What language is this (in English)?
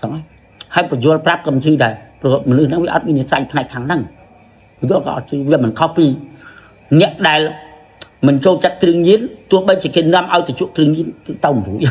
Khmer